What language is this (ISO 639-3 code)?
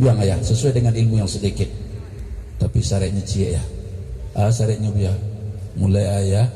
min